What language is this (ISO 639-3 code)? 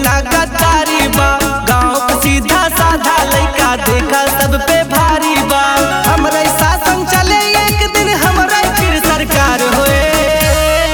bho